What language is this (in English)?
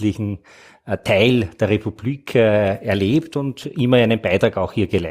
German